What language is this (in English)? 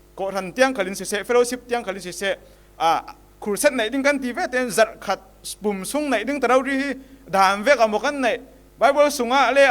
Falam Chin